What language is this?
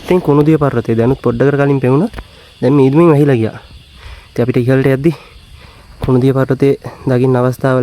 Sinhala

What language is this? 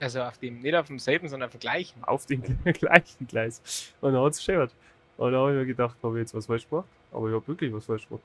Bavarian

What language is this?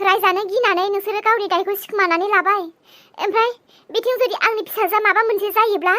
Bodo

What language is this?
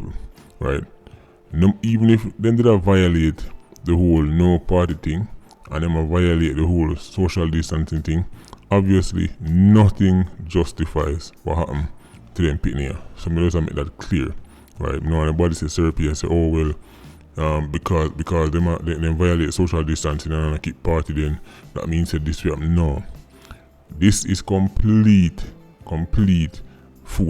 Jamaican Creole English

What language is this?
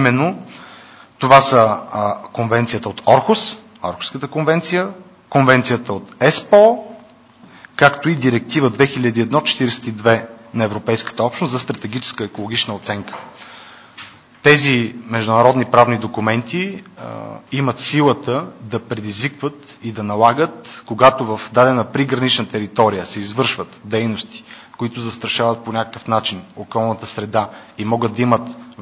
Bulgarian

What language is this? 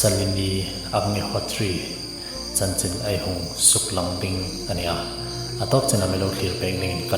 Hmar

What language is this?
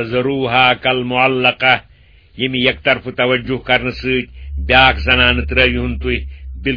Kashmiri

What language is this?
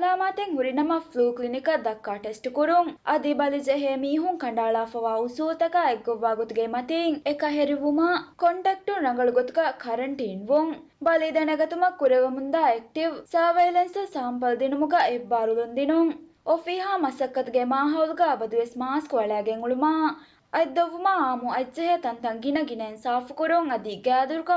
Divehi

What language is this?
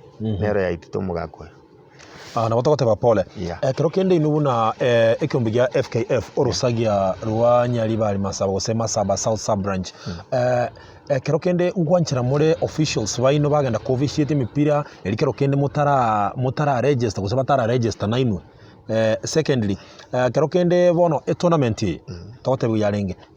Gusii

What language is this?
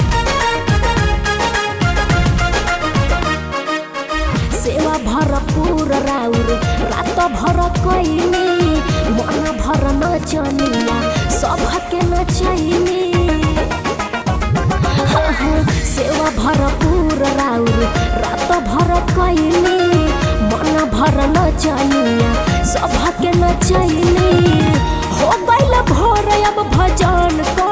Bhojpuri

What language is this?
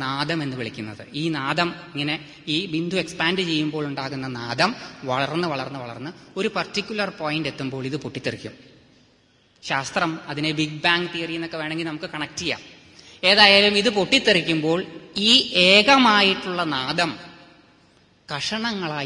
Malayalam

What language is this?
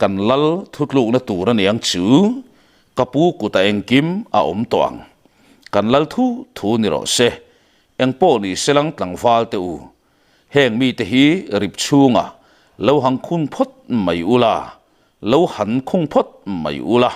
Mizo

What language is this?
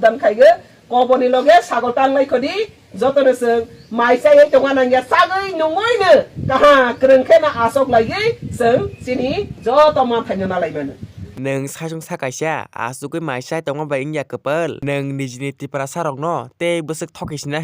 Kok Borok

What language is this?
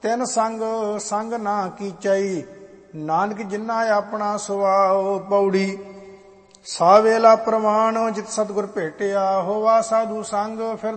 Punjabi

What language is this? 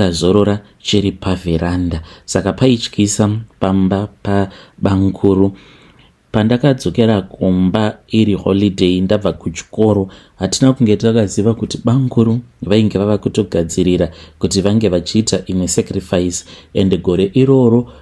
Shona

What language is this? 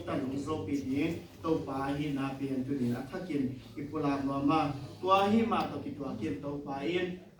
Tedim Chin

